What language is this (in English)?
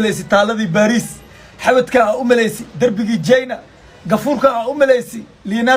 Somali